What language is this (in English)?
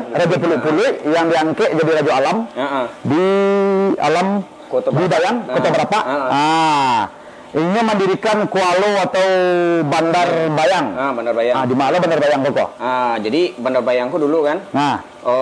Minangkabau